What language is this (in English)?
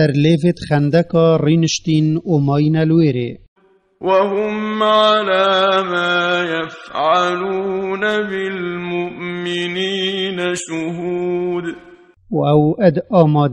Kurdish